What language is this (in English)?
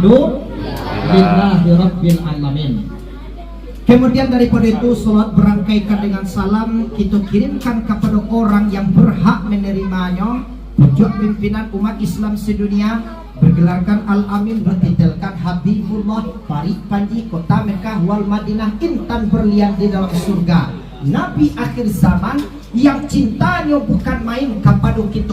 Minangkabau